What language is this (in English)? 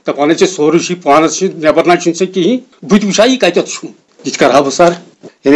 Kashmiri